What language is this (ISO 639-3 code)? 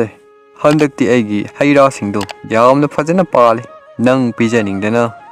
mni